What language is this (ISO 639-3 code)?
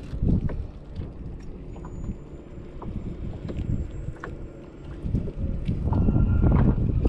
msa